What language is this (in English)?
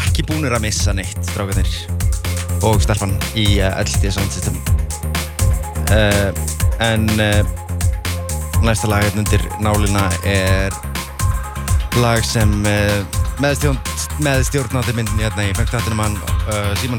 Icelandic